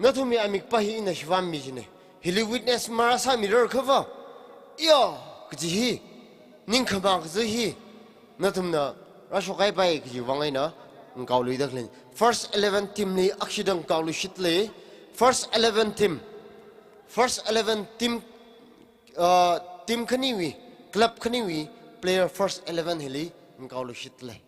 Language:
Tangkhul Naga (India)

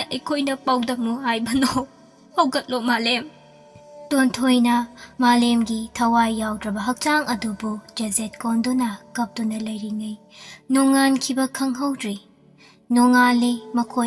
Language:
Manipuri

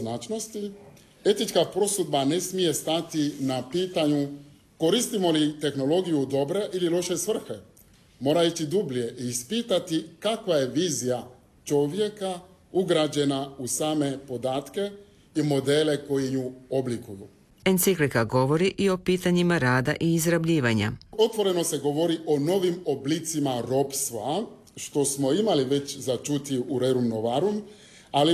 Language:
Croatian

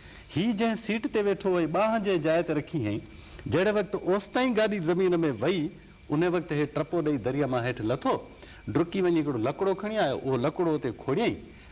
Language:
Sindhi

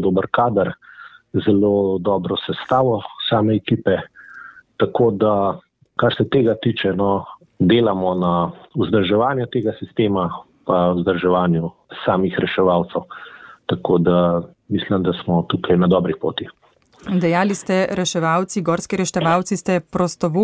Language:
Slovenian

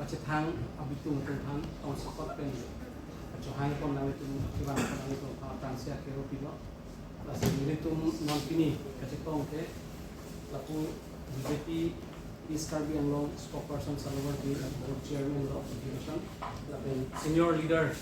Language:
Karbi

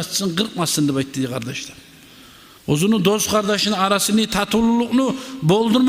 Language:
Kumyk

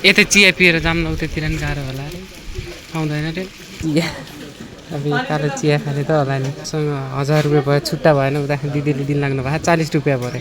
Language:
Nepali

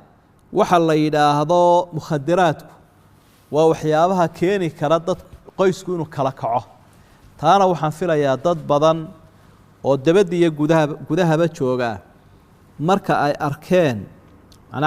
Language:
Somali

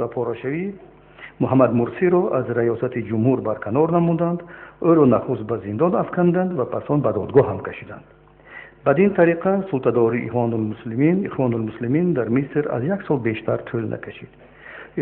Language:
Tajik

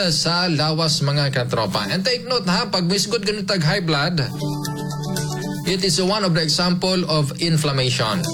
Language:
Cebuano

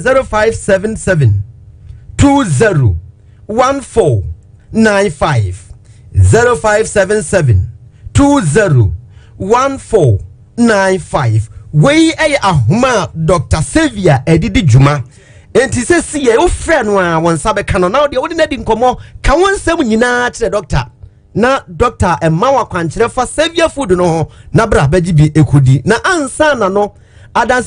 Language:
Akan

